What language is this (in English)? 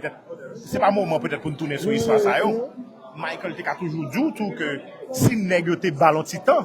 Haitian Creole